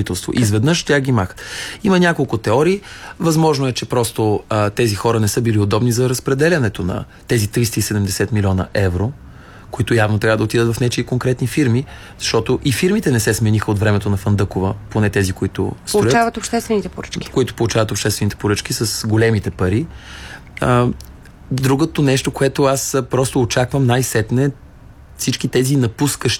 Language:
Bulgarian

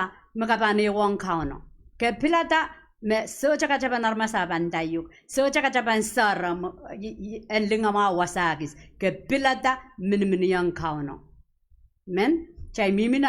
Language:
Pohnpeian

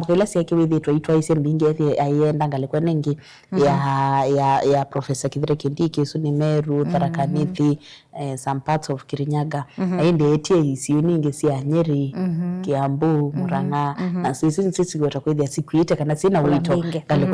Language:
Kamba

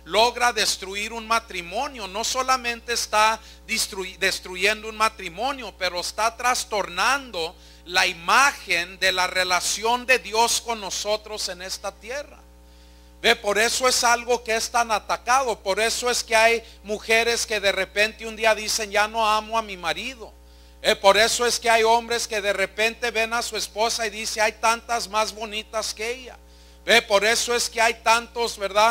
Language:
Spanish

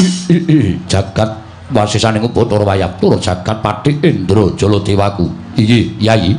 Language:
Javanese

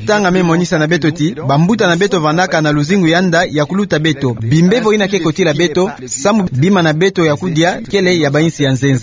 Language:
Kituba (Democratic Republic of Congo)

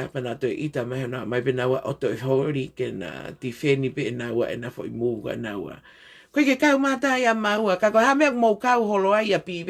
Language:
Tongan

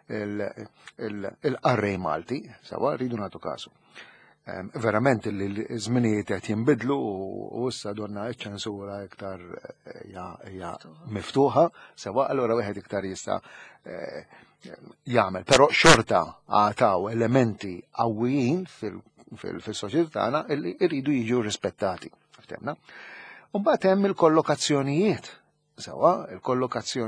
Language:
Maltese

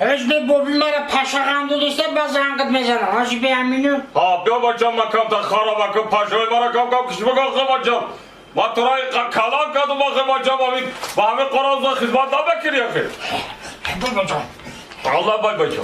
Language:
Tajik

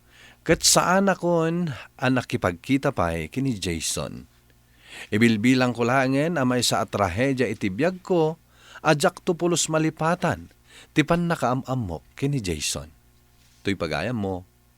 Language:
Iloko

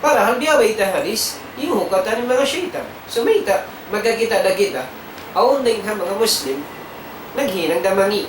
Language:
Tausug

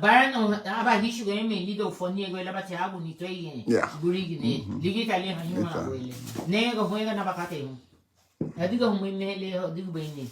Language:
Garifuna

